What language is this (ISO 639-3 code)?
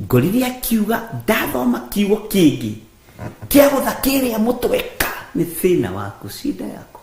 kik